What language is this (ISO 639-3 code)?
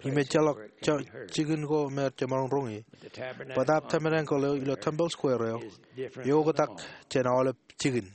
mah